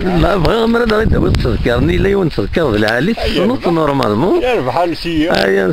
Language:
Kabyle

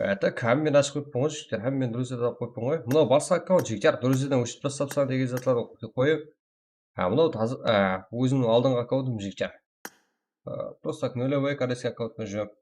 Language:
Kara-Kalpak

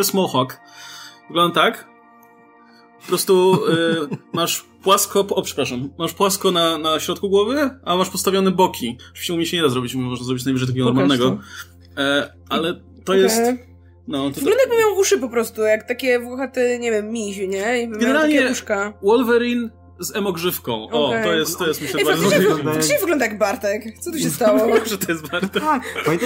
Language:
Polish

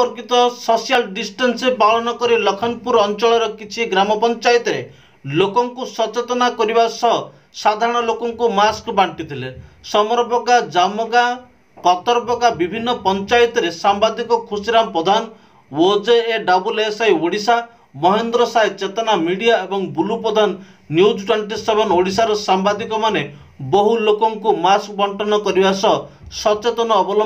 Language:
Odia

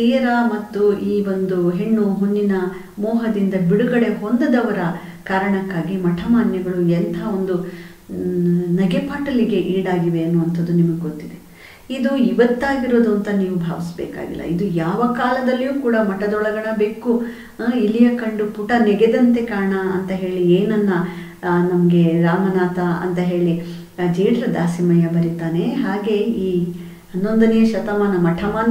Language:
Kannada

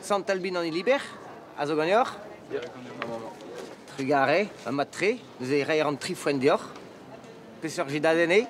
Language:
Breton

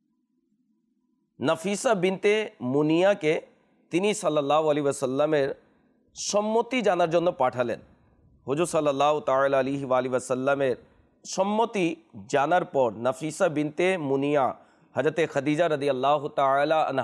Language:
Bangla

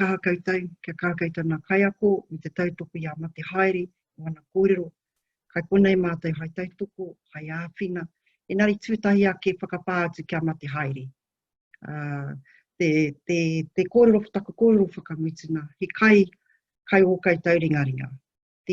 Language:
Māori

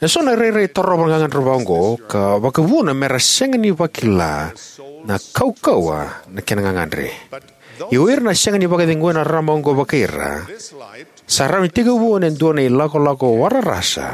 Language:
Fijian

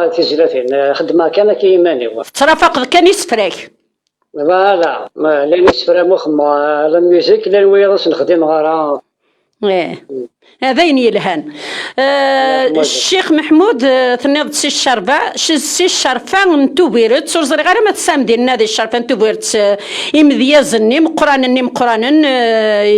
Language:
Kabyle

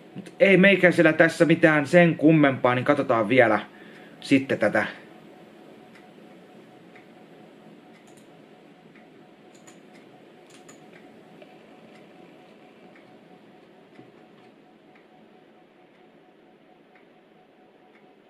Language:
Finnish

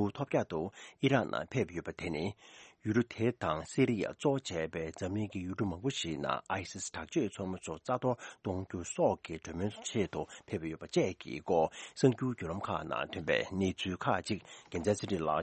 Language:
Tibetan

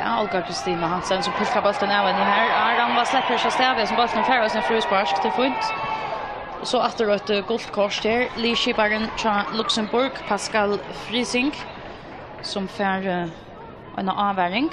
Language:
Faroese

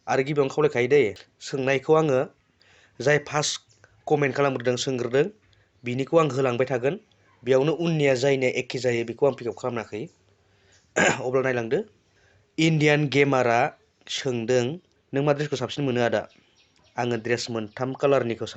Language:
Bodo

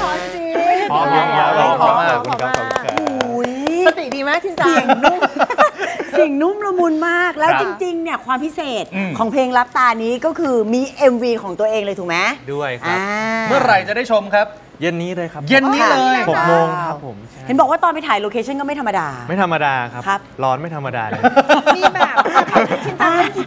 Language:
Thai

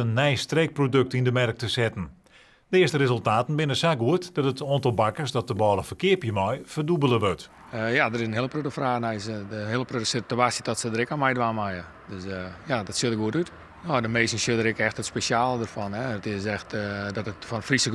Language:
Western Frisian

